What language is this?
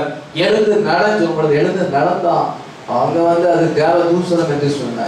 Tamil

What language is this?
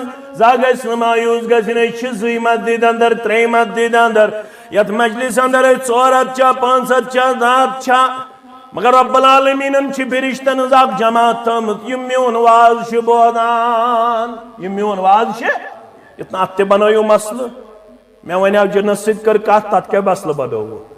Kashmiri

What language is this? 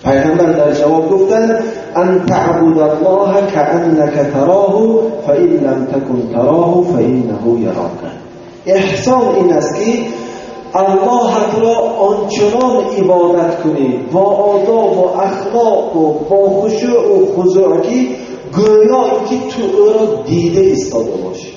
Tajik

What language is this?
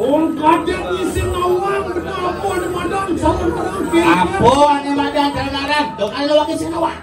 Balinese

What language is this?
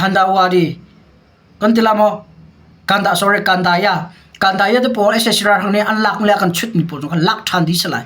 Hakha Chin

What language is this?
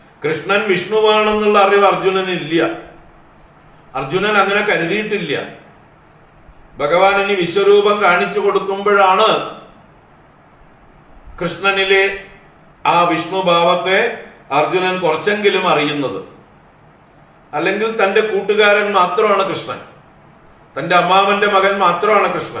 Malayalam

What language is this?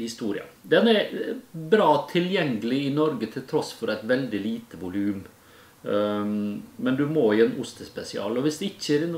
Norwegian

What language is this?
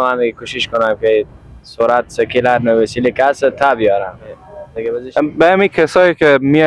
Persian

